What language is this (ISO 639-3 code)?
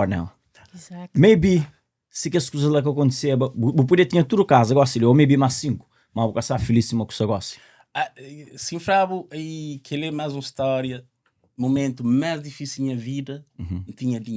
kea